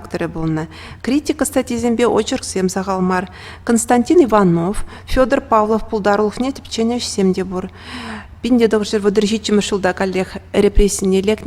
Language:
Chuvash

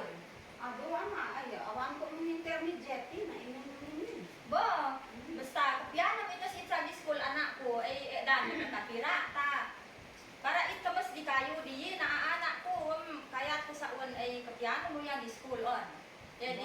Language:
Isnag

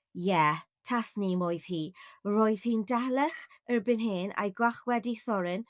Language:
Welsh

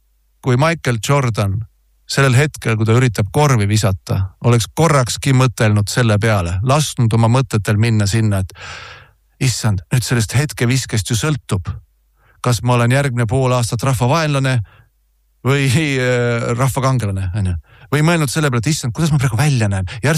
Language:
Estonian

